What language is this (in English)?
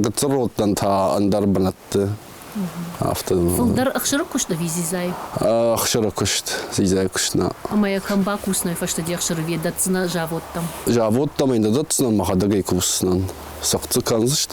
Ossetic